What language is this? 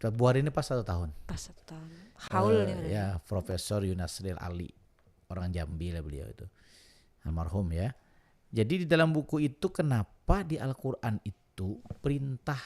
Banjar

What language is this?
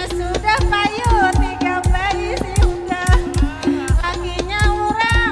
Banjar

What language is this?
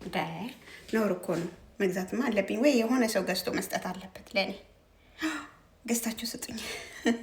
Amharic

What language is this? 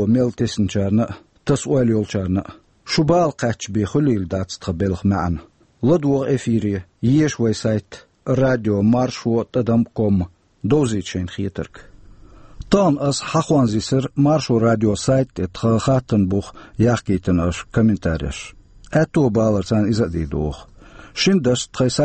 Chechen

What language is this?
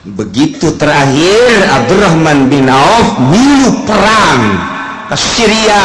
Sundanese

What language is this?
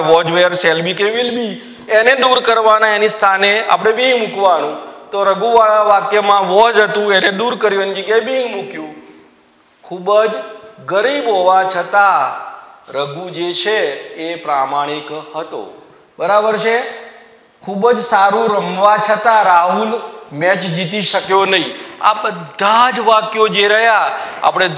Gujarati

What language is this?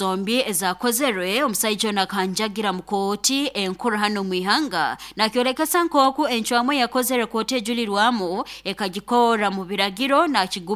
Nyoro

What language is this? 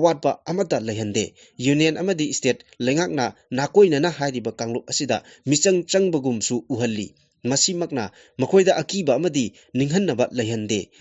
Manipuri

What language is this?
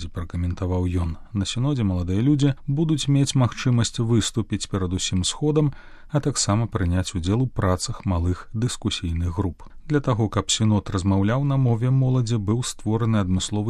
Belarusian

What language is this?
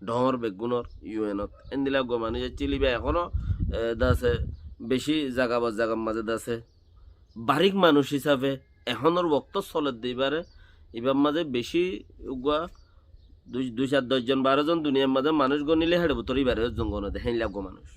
Rohingya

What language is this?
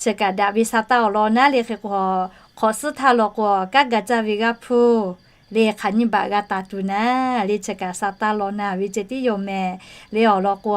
Lahu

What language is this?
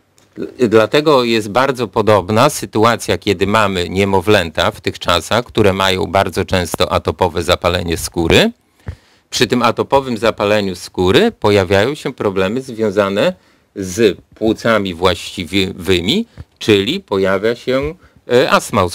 Polish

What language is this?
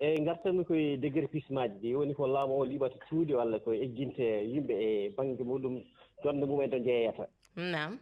Fula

